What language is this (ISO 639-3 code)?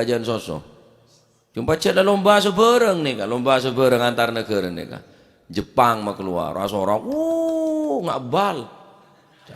mad